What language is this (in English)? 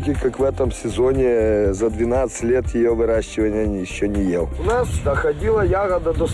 Russian